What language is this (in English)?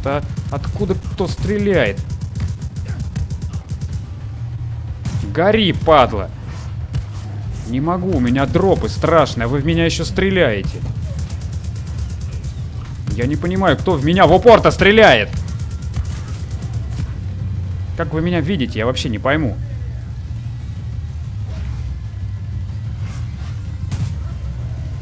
Russian